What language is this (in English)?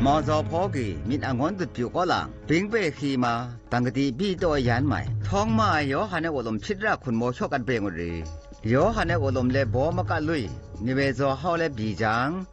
Zaiwa